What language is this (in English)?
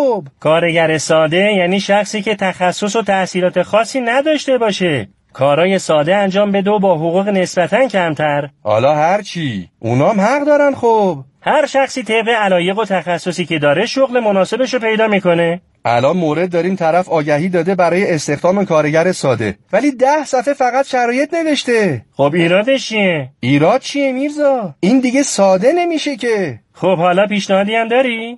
Persian